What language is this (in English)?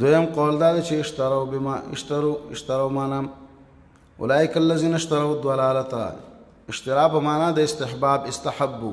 Pashto